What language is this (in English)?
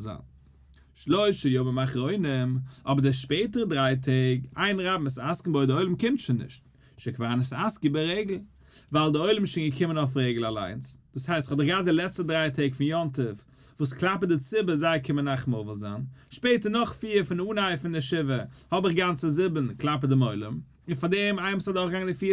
Yiddish